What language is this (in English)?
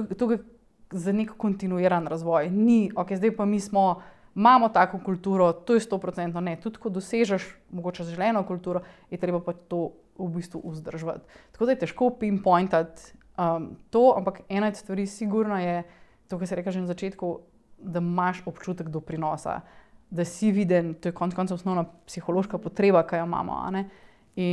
Slovenian